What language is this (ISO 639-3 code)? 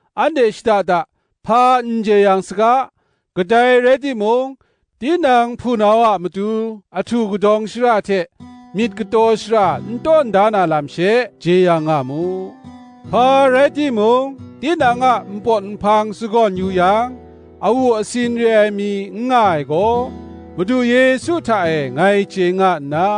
kac